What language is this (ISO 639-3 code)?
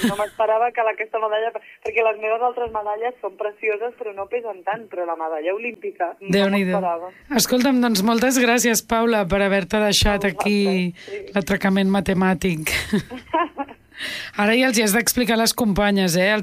cat